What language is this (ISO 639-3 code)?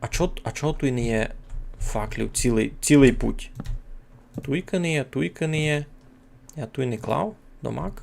rue